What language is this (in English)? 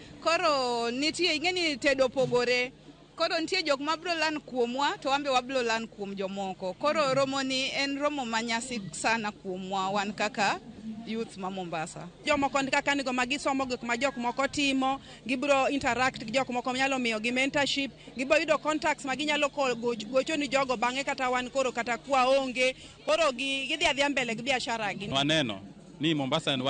Luo (Kenya and Tanzania)